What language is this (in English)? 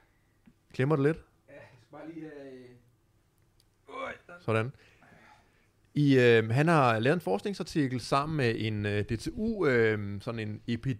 Danish